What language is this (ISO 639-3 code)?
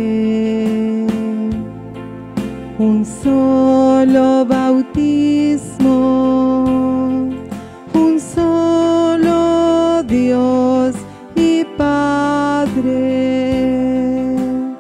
spa